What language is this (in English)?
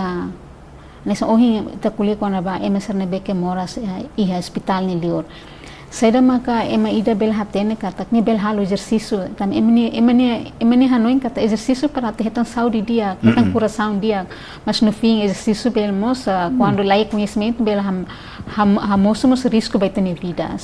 Tetum